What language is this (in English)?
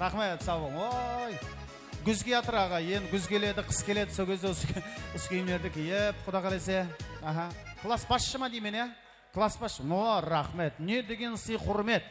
Kara-Kalpak